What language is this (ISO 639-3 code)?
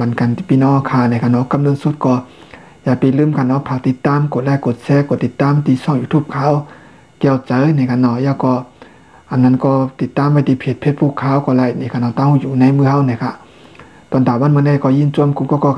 shn